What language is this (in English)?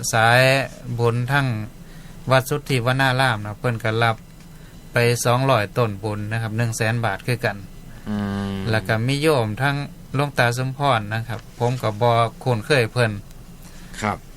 Northeastern Thai